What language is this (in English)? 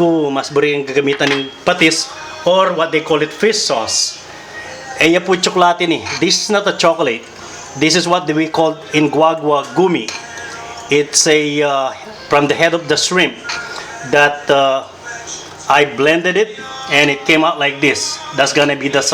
Pampanga